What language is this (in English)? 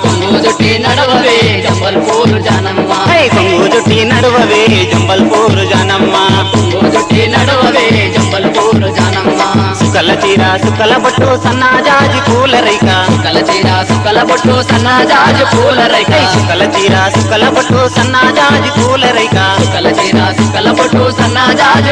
Telugu